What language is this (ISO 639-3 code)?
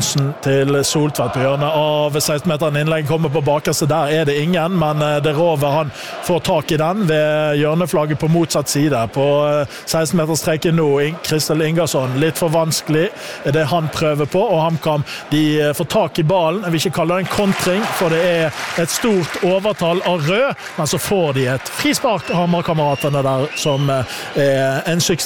nor